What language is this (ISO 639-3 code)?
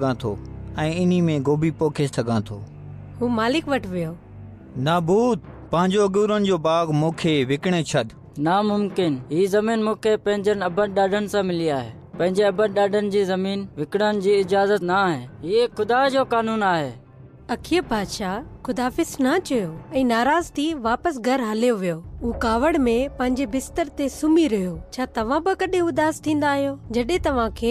snd